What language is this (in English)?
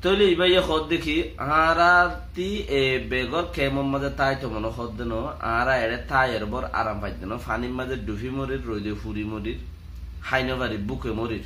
Rohingya